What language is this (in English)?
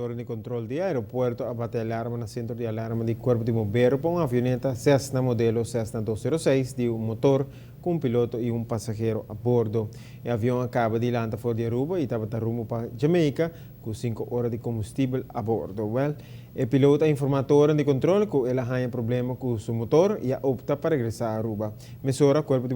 Papiamento